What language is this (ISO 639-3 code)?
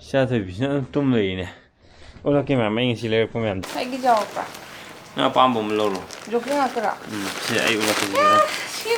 mni